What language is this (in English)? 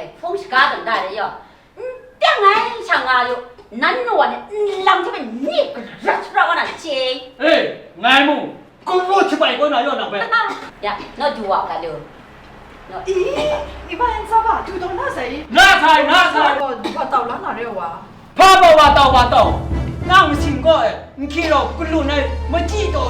Kachin